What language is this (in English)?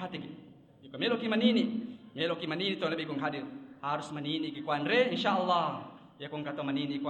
Buginese